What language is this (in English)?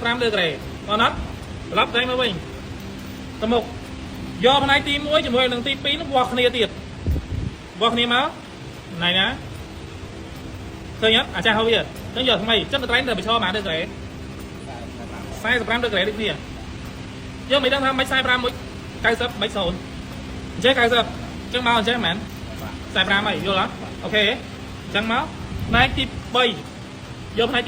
Khmer